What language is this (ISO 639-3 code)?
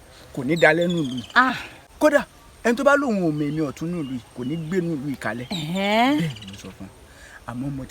yor